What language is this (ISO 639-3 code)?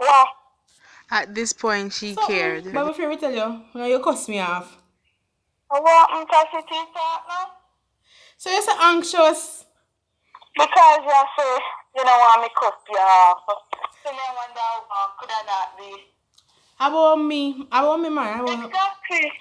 jam